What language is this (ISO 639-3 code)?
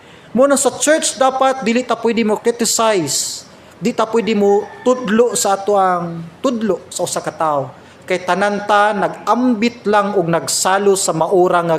ceb